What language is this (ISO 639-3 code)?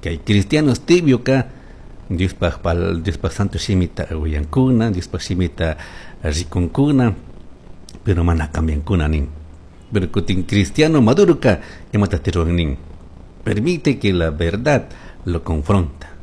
qug